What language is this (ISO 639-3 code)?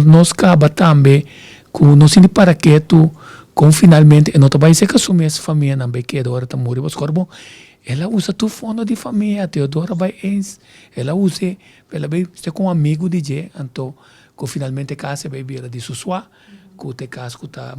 pap